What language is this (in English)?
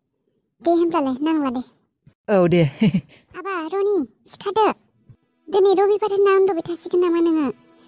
Bodo